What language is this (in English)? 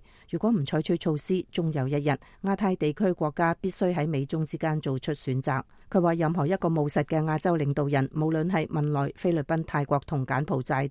Cantonese